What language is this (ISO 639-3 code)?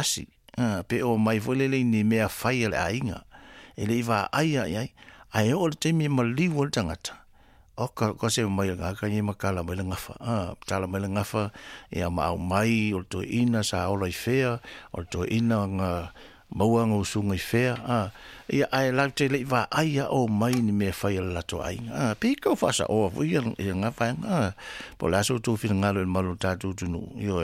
smo